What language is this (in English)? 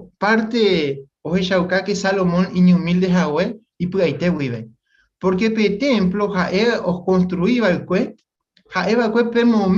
Guarani